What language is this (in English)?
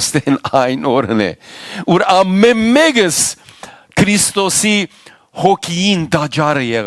Western Armenian